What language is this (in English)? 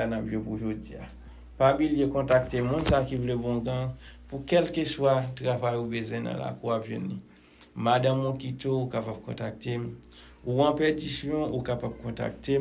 Haitian Creole